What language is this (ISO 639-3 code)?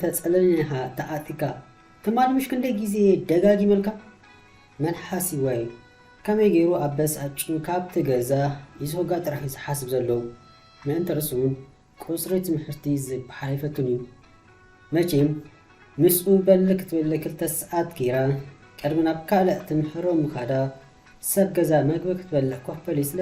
tir